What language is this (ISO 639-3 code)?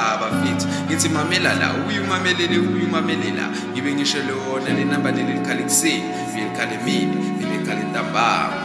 zul